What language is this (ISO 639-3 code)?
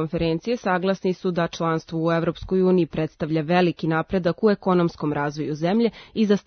srp